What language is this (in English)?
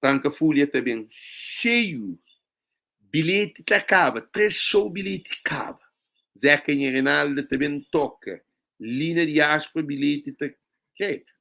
Kabuverdianu